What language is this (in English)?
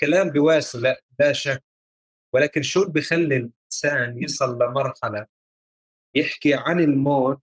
North Levantine Arabic